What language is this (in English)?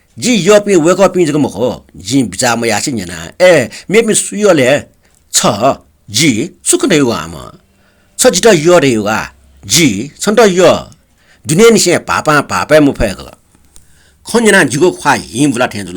Newari